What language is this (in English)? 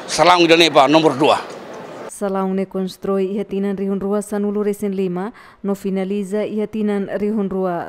Tetum